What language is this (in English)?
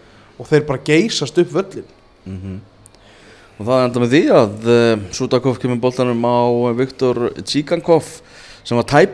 Icelandic